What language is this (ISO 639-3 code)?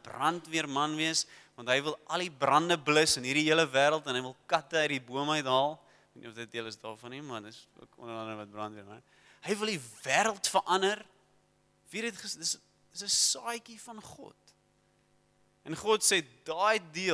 afr